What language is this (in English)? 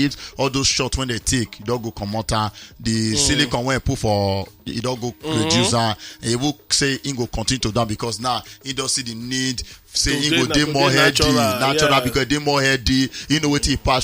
Nigerian Pidgin